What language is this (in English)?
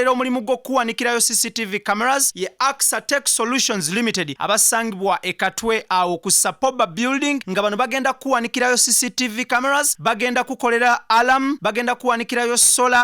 Ganda